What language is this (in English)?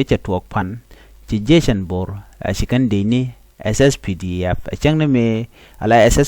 Nuer